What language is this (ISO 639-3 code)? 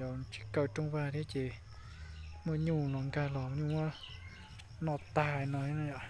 hmn